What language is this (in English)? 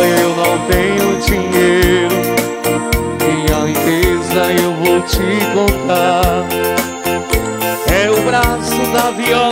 Portuguese